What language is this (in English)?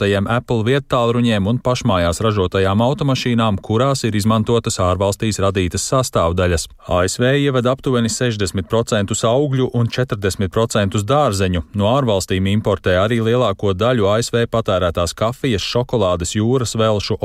Latvian